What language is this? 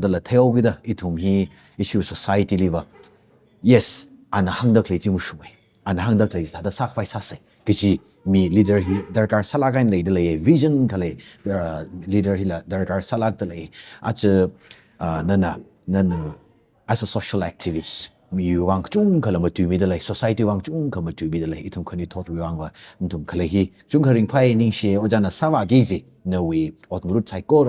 Tangkhul Naga (India)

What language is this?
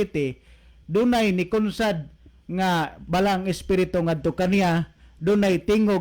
Cebuano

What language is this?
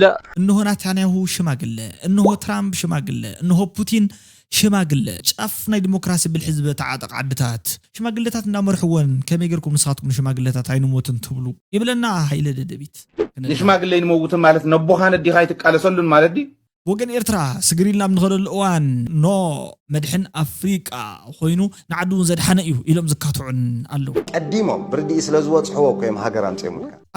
Tigrinya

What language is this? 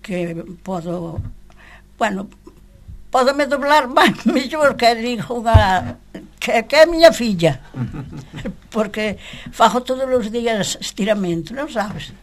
Galician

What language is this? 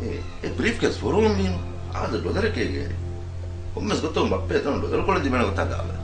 Divehi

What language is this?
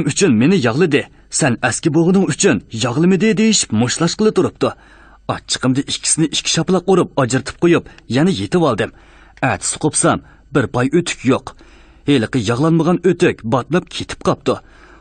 Uyghur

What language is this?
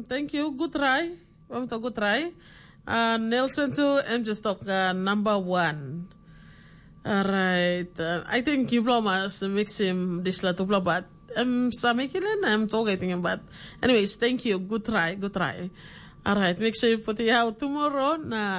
Tok Pisin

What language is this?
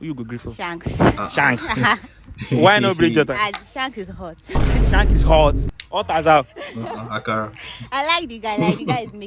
Nigerian Pidgin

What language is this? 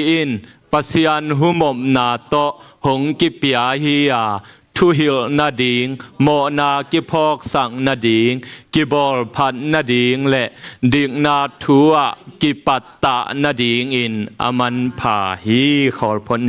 Tedim Chin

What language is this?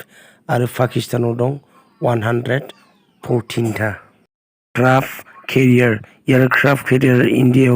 Bodo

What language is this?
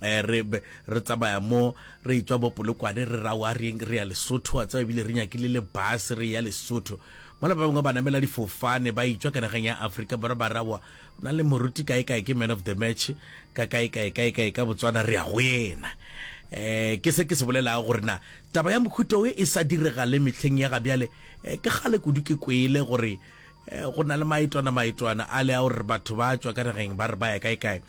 Northern Sotho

